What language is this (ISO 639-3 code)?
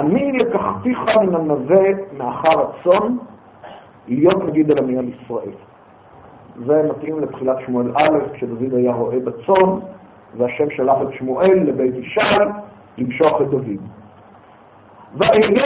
heb